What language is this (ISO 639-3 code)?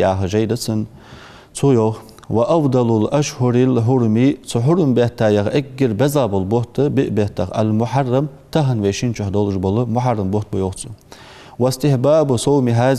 inh